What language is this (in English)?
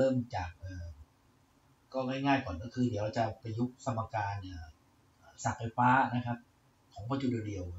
Thai